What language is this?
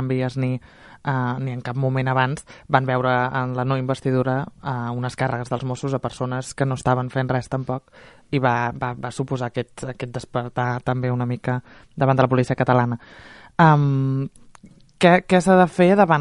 Catalan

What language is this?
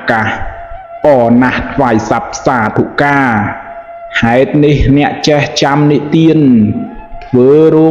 Khmer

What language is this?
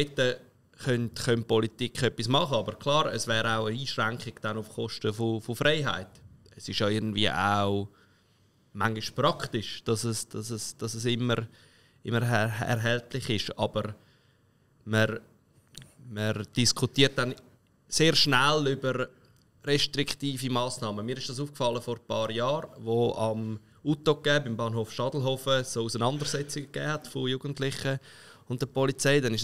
Swiss German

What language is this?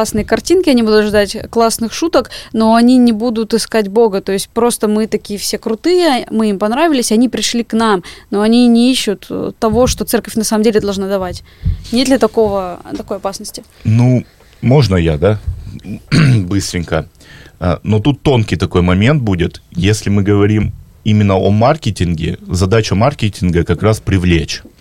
Russian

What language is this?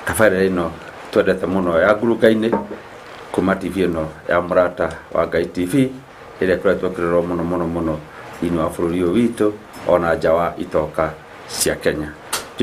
Kikuyu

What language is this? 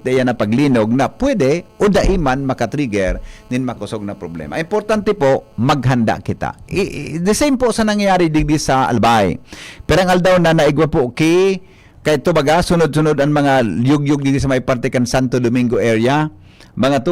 Bikol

